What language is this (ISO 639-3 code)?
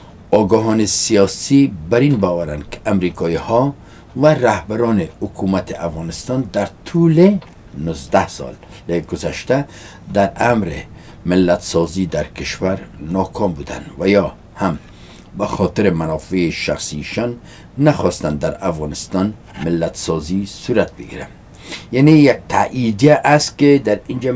fas